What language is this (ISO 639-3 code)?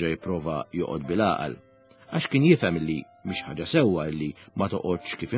mlt